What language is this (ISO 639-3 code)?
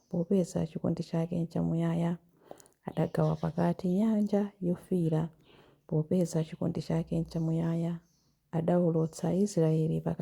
nya